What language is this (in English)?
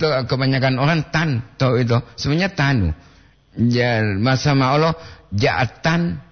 Gorontalo